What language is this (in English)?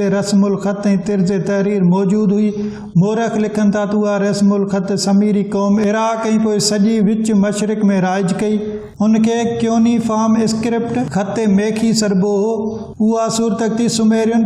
Sindhi